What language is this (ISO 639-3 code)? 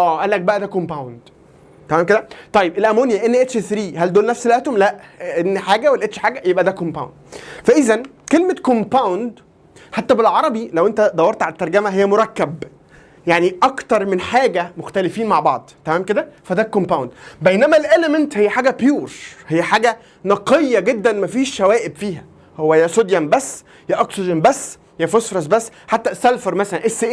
arz